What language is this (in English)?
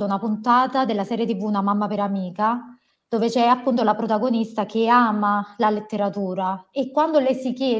Italian